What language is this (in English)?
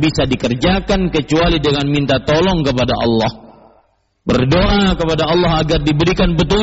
Indonesian